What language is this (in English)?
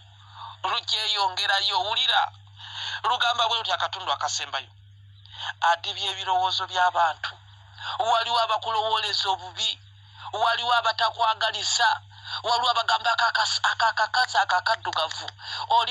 Ganda